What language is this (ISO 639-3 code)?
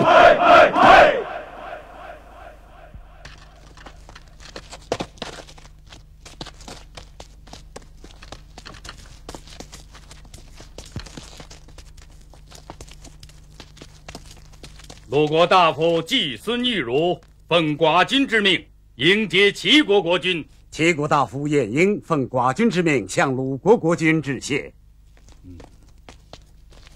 zho